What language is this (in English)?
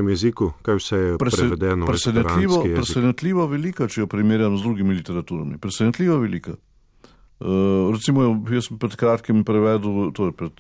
Slovenian